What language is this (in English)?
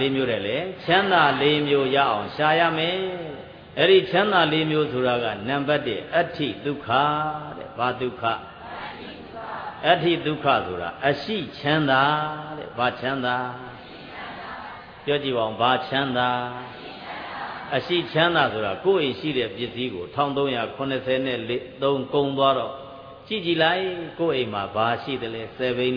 Burmese